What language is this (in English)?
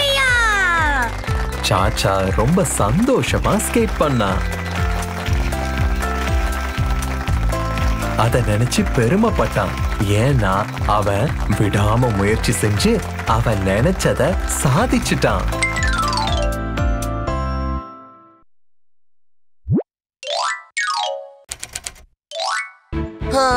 Tamil